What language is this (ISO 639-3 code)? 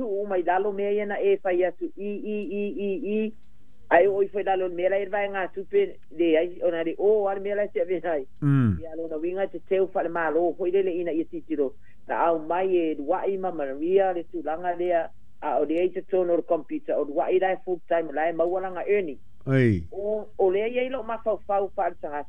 smo